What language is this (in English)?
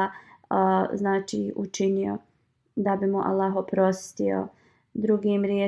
Bosnian